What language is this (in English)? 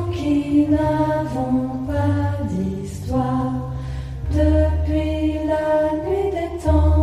French